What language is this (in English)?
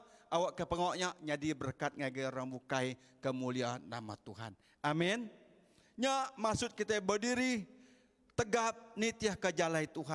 Iban